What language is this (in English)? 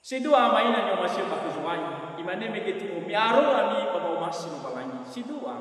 Nias